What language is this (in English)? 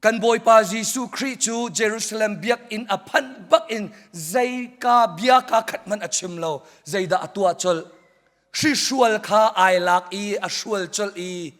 Hakha Chin